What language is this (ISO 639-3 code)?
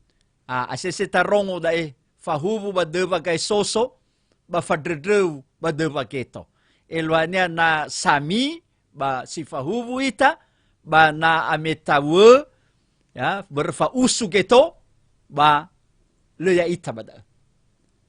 nia